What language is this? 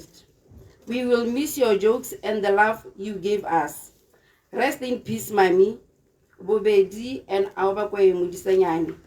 Tswana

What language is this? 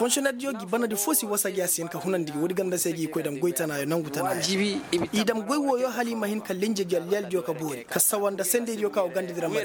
Koyraboro Senni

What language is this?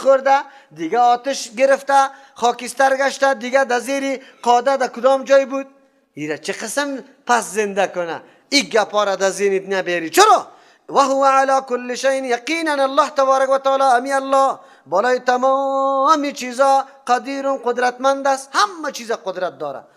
Persian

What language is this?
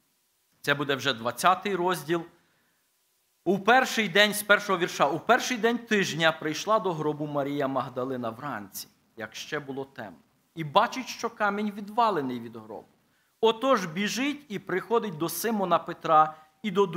Ukrainian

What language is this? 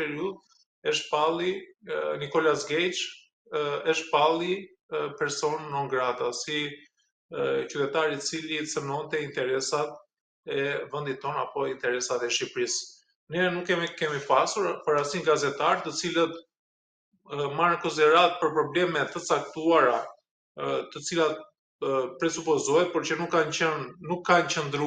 Albanian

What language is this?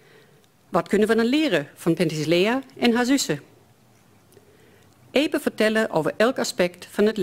Dutch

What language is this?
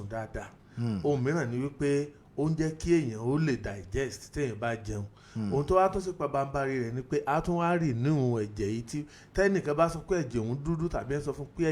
Yoruba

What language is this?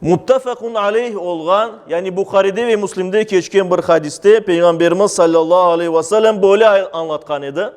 Crimean Tatar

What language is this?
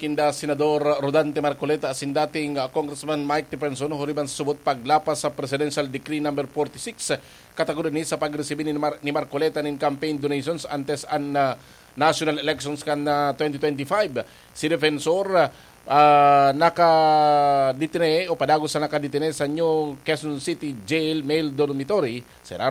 Bikol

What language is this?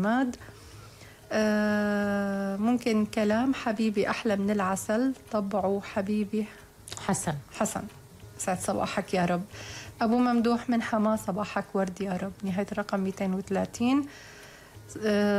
North Levantine Arabic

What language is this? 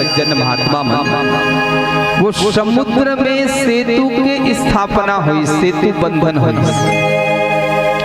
Chhattisgarhi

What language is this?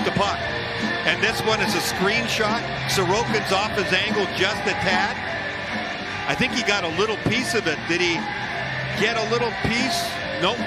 English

